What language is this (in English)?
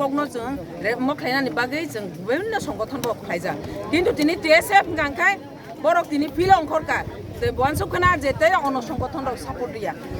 Kok Borok